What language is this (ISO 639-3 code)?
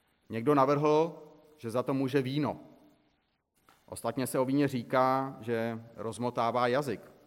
ces